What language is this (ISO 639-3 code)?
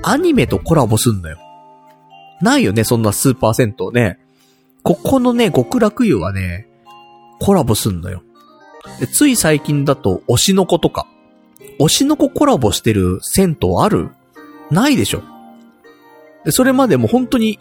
jpn